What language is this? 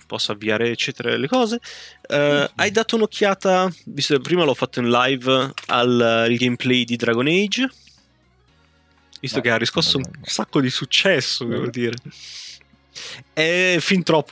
Italian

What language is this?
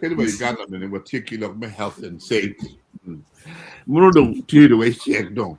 Acoli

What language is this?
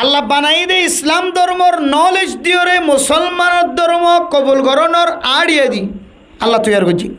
Rohingya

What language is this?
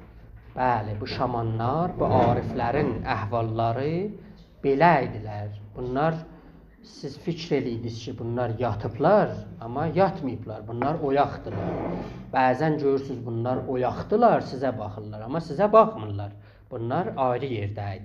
South Azerbaijani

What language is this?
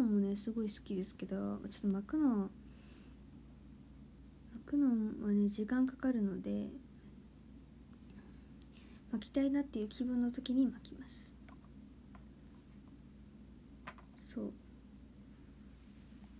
Japanese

